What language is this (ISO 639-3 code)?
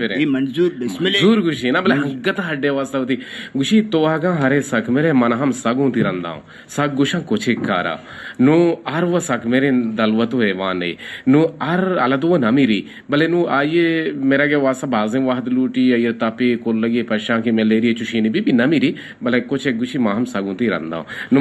bgp